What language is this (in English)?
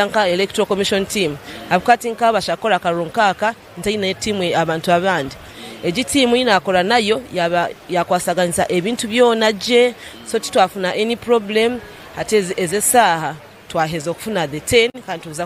Nyankole